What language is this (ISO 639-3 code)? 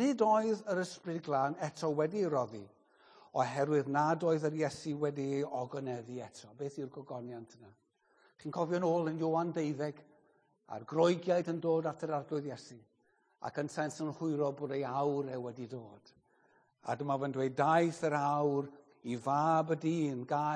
cym